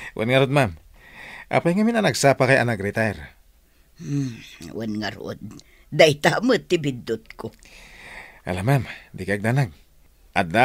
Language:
Iloko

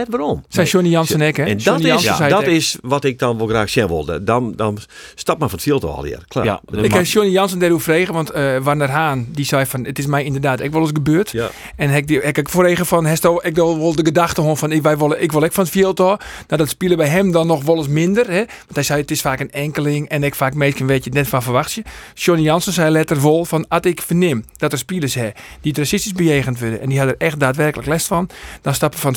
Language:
Western Frisian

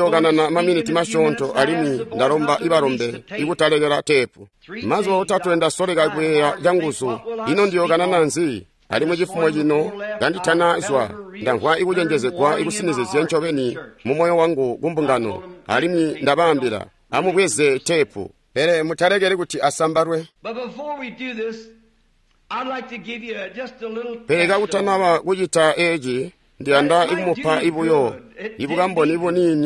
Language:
Tonga (Zambia)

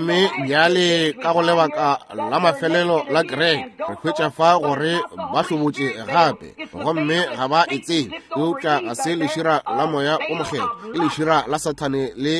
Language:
Northern Sotho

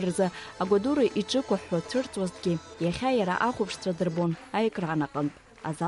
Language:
Abkhazian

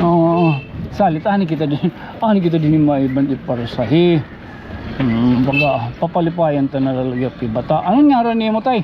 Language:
Waray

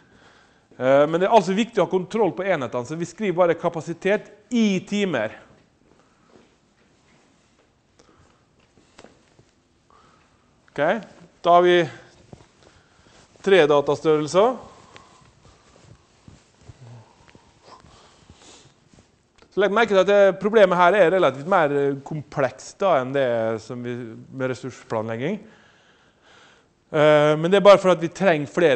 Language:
Norwegian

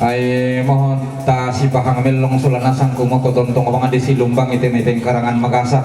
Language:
Toraja-Sa'dan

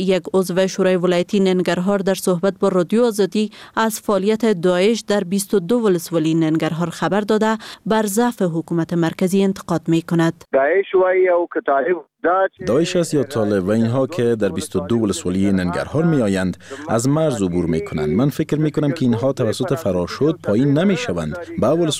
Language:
Persian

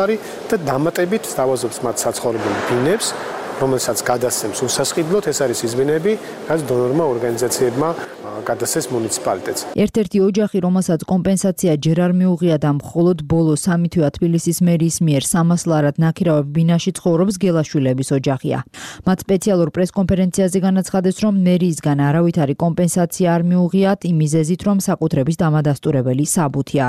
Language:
Georgian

